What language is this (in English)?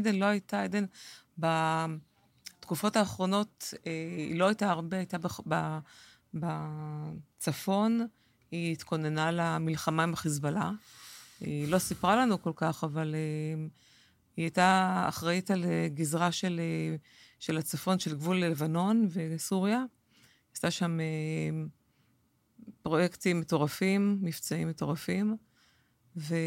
Hebrew